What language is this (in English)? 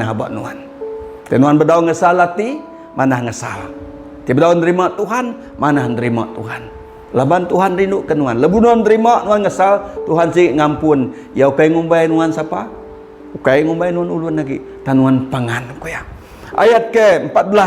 Iban